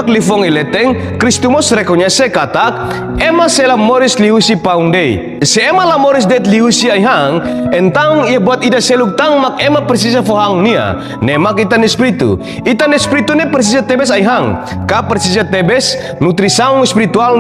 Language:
Tetum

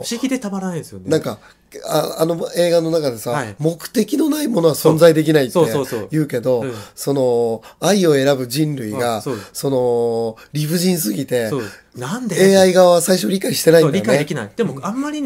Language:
Japanese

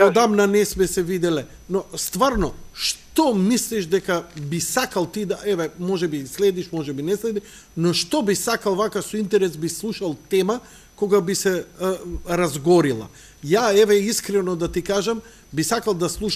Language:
Macedonian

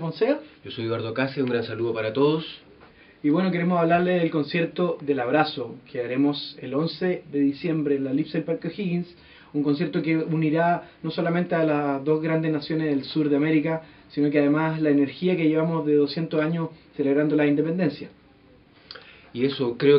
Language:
Spanish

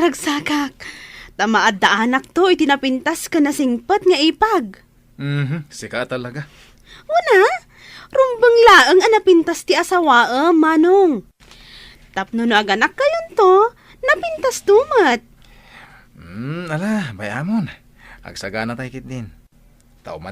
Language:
Iloko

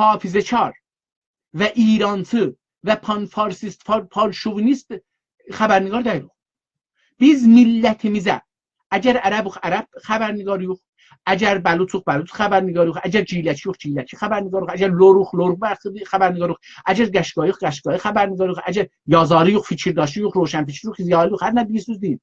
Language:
South Azerbaijani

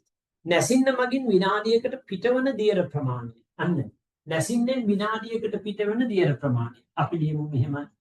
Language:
Sinhala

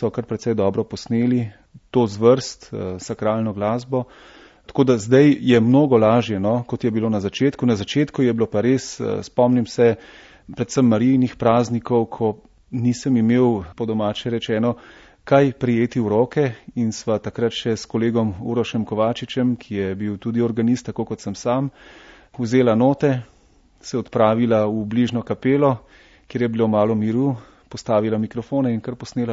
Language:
Slovenian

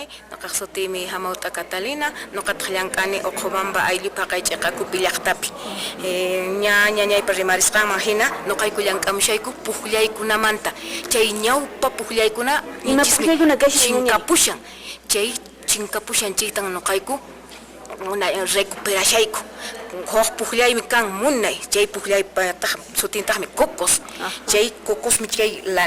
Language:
Quechua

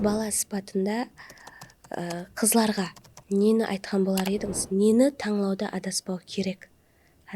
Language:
Kara-Kalpak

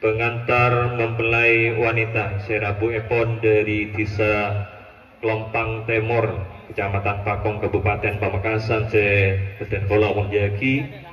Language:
Madurese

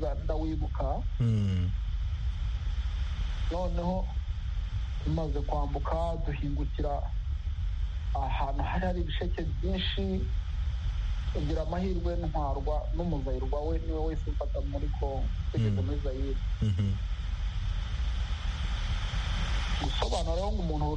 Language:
Kinyarwanda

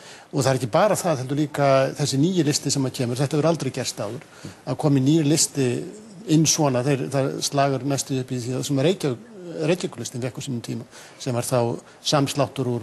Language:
Icelandic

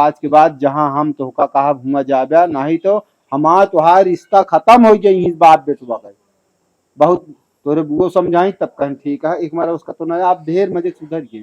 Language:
Awadhi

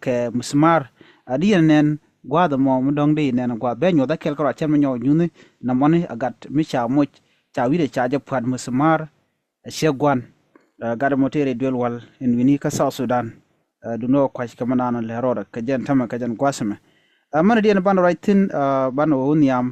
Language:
Nuer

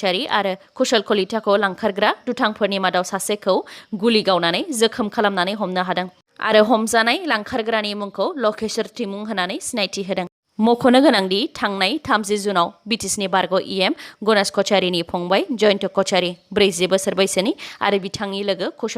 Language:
Bodo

